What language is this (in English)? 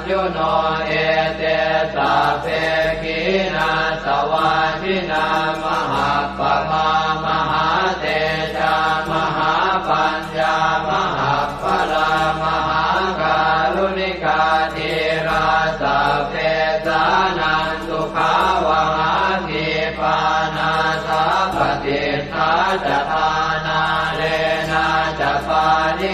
Pali